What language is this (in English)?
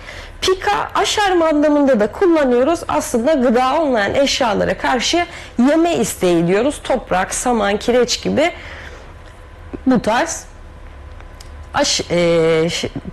Turkish